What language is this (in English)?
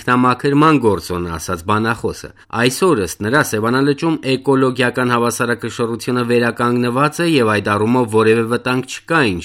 Armenian